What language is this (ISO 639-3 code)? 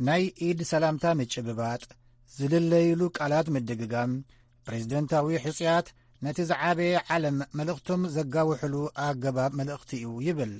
tir